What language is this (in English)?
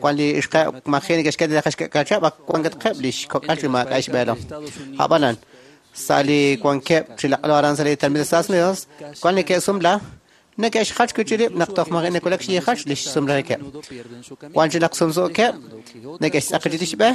Kekchí